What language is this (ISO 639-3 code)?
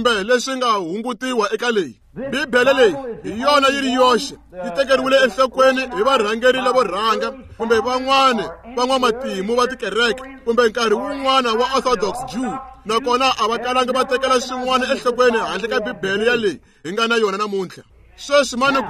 tso